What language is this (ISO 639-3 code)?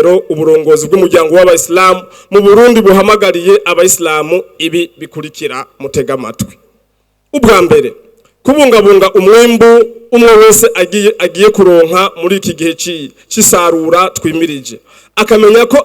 run